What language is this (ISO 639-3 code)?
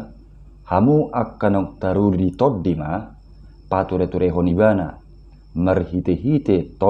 bbc